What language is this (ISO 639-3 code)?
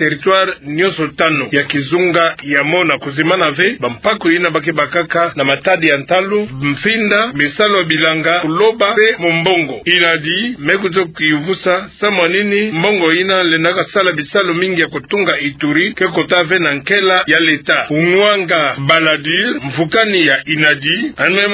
ktu